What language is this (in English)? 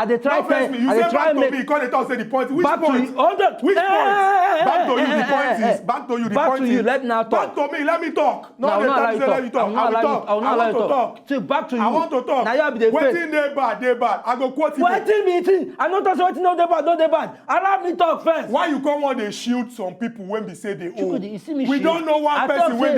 Nigerian Pidgin